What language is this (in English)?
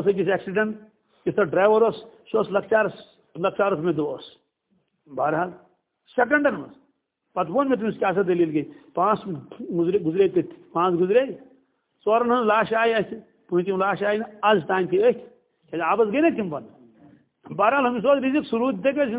Kashmiri